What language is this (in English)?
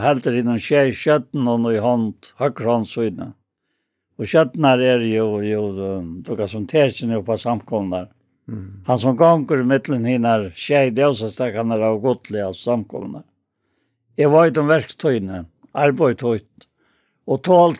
Faroese